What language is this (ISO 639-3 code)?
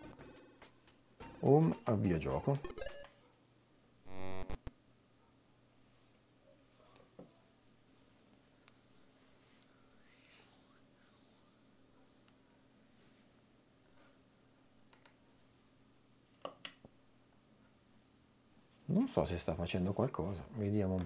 ita